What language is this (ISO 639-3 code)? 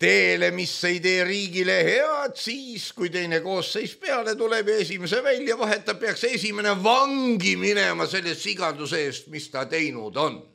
est